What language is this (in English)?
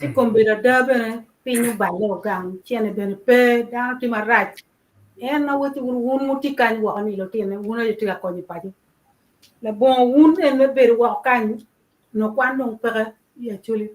Acoli